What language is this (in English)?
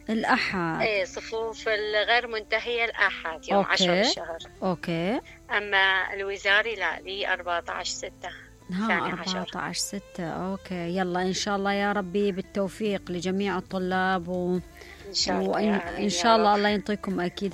Mesopotamian Arabic